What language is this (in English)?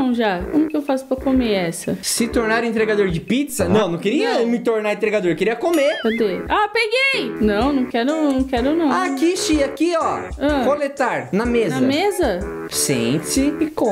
Portuguese